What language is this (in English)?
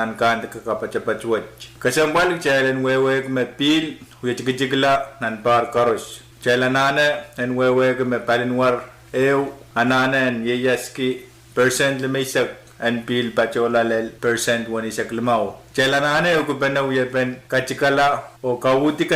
Pohnpeian